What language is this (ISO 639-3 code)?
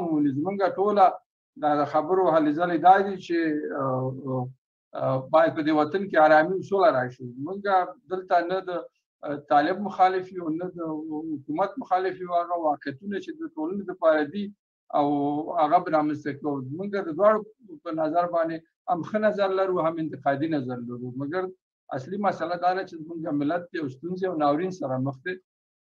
pus